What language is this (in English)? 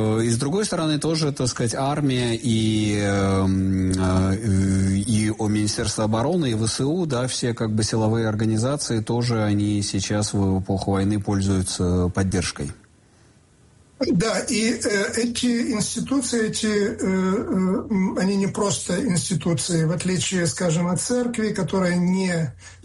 Russian